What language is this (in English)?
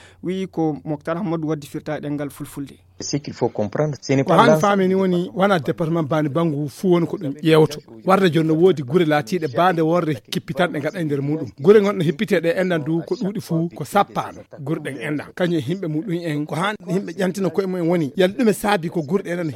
Fula